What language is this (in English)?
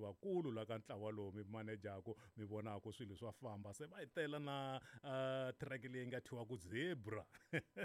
Tsonga